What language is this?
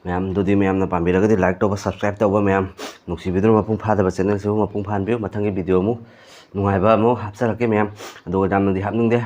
Manipuri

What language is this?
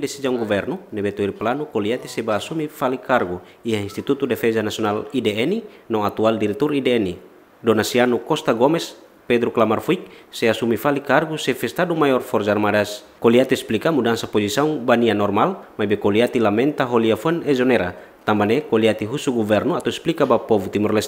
Tetum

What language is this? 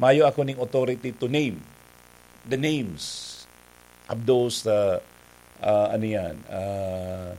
Bikol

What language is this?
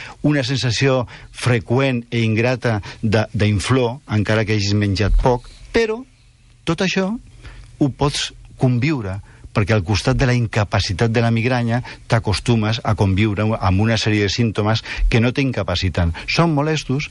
Catalan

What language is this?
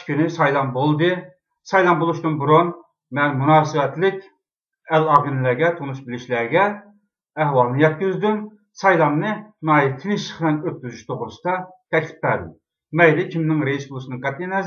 Uyghur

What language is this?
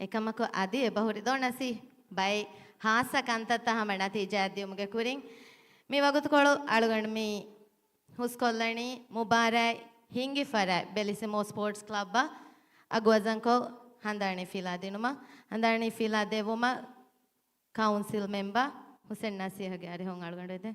Divehi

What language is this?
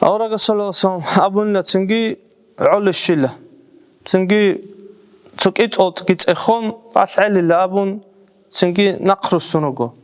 Avaric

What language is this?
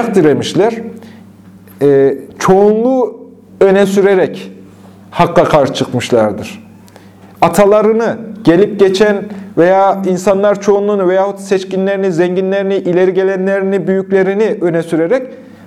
Turkish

